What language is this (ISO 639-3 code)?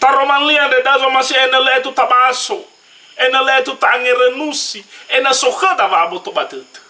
nia